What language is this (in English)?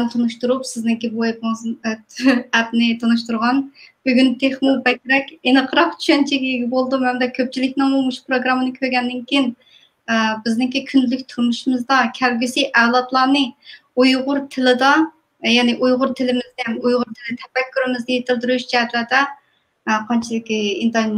Uyghur